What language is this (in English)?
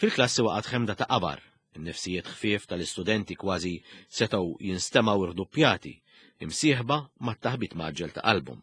Maltese